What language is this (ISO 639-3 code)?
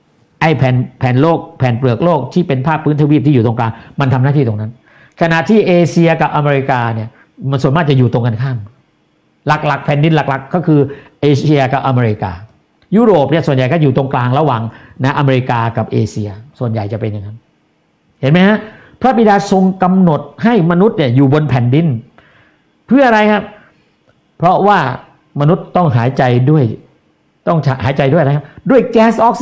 tha